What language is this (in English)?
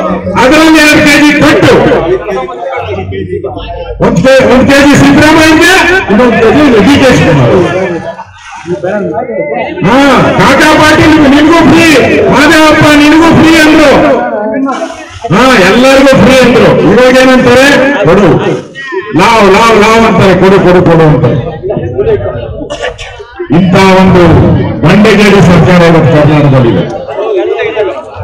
Kannada